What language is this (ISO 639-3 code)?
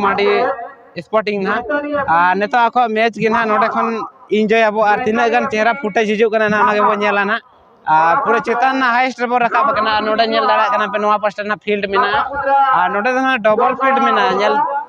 sat